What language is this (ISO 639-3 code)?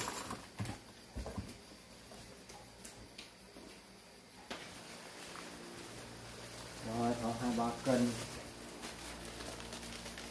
vie